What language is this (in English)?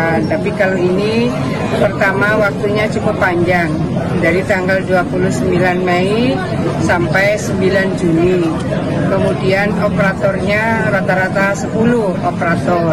Indonesian